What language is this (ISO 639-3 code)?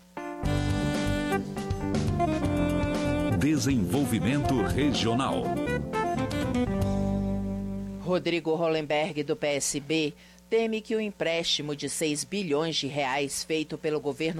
por